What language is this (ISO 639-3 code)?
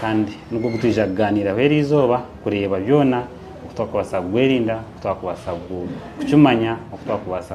nyn